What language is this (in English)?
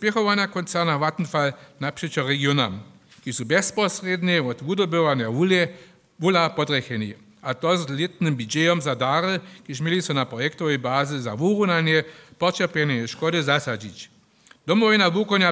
Upper Sorbian